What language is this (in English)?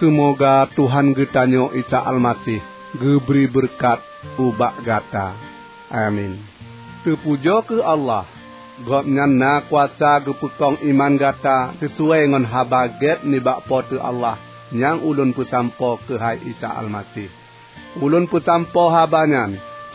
Achinese